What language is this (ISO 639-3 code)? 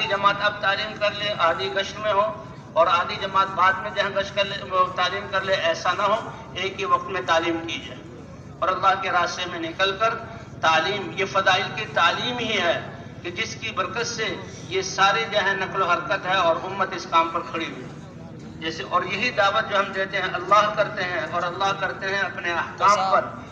urd